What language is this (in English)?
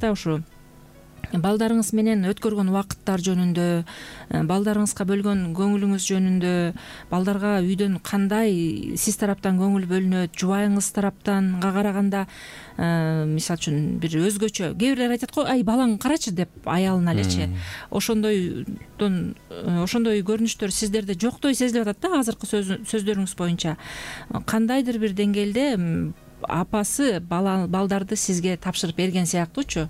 Kyrgyz